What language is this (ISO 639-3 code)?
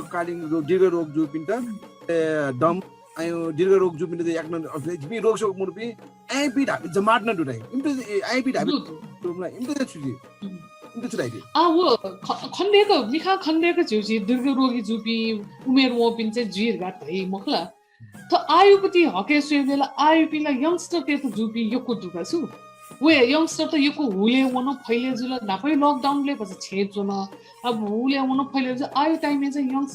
new